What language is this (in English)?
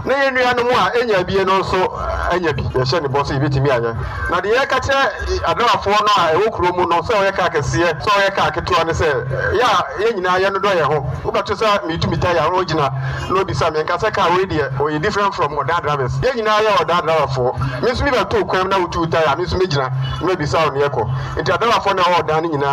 Akan